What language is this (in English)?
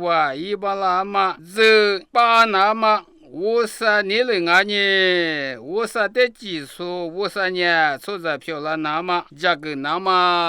Lisu